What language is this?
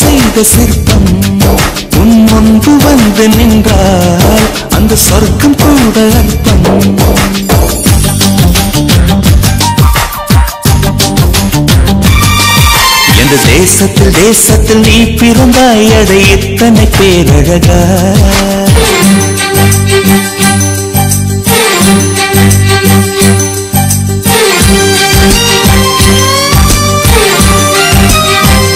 Tamil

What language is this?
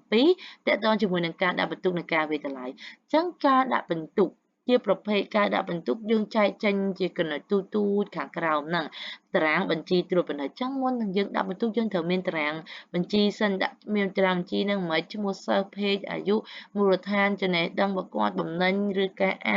Khmer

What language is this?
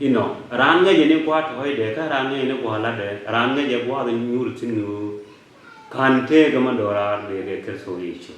Nuer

